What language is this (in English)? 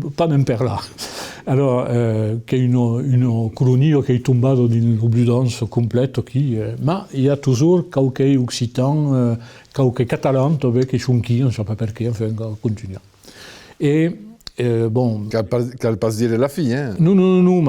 Occitan